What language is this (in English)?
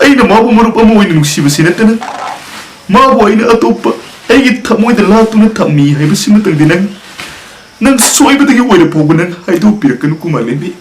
Manipuri